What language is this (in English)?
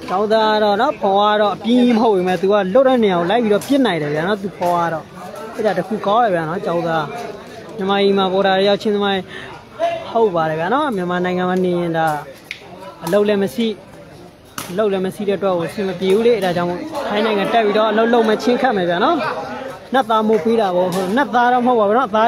Burmese